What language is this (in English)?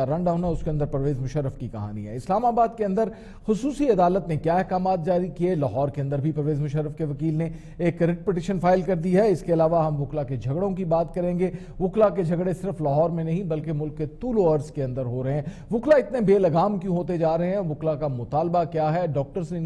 Urdu